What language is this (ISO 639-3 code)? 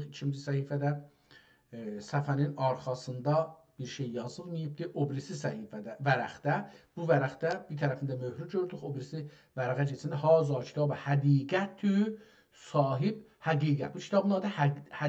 azb